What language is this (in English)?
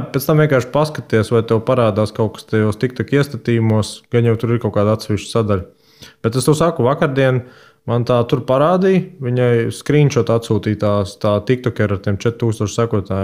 Latvian